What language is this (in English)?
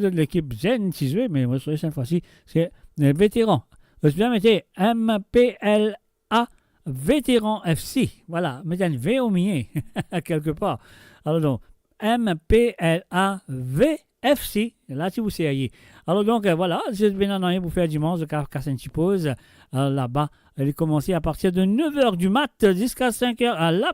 Morisyen